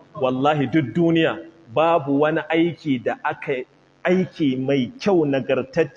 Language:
Hausa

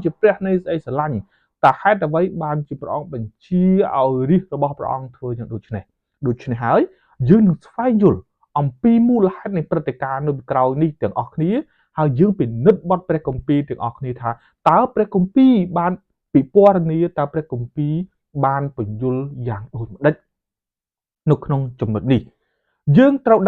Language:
Khmer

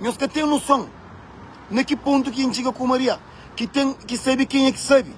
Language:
Kabuverdianu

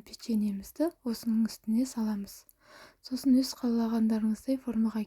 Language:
Kazakh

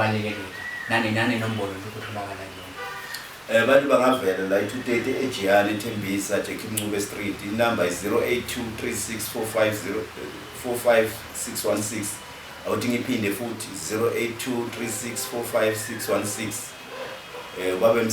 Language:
Zulu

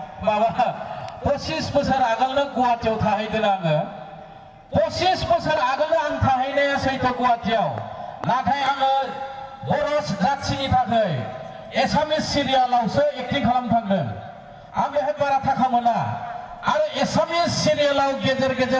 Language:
Bodo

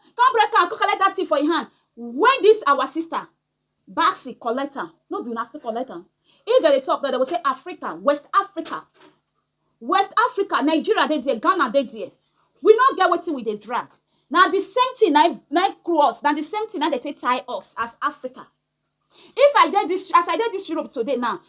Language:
Nigerian Pidgin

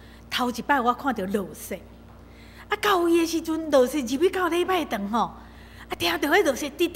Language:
Min Nan Chinese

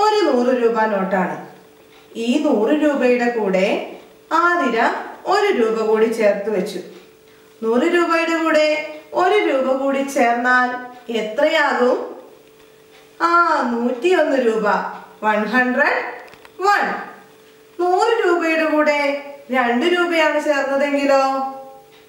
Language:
Malayalam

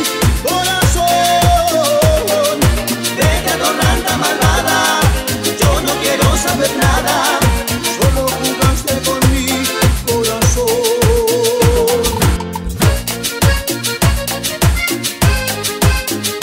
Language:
Spanish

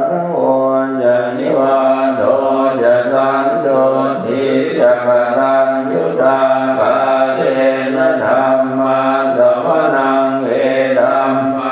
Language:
Pali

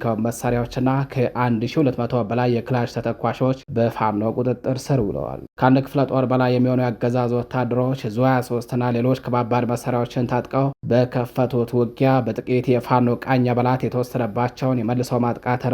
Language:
Amharic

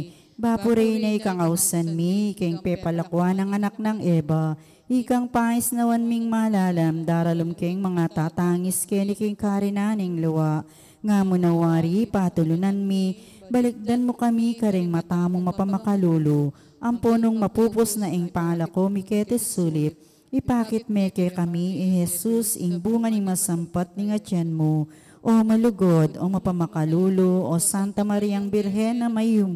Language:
Pampanga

